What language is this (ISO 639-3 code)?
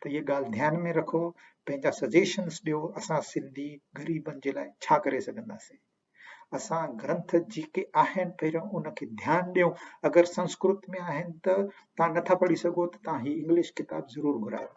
snd